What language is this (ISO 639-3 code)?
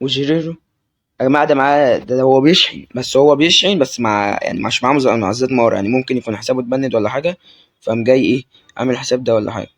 arz